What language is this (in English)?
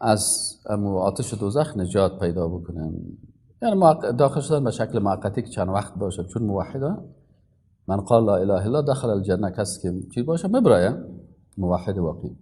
Persian